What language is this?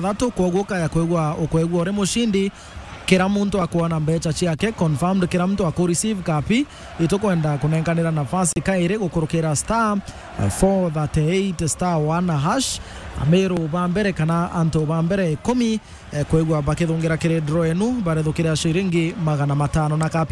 Meru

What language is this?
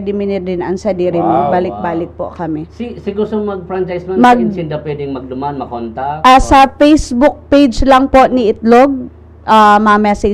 Bikol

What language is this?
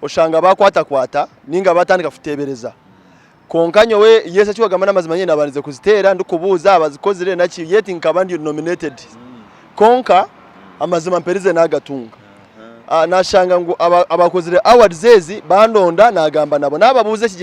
Nyankole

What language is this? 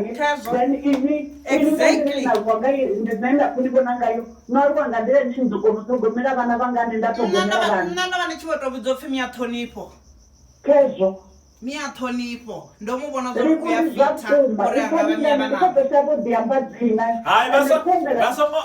Venda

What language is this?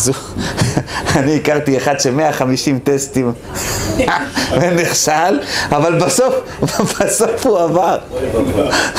Hebrew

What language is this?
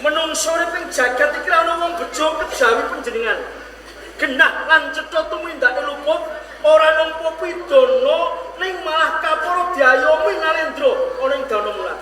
Javanese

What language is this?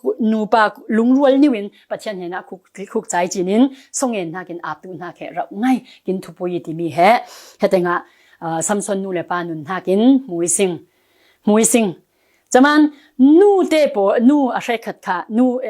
Falam Chin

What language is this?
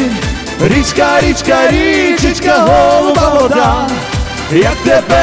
Ukrainian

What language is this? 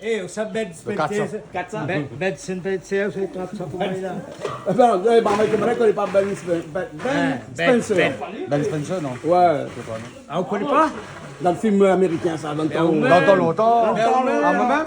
Réunion Creole French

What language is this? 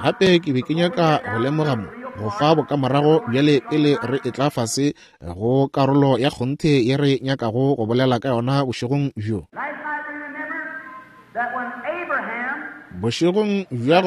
Northern Sotho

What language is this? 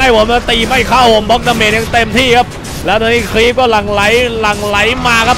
Thai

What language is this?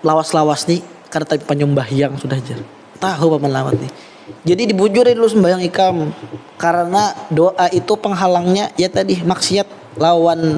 Banjar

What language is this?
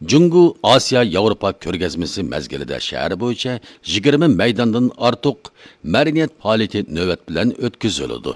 Uyghur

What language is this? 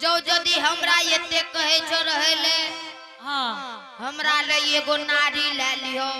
Angika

